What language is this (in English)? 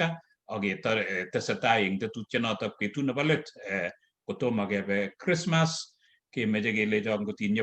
Kalenjin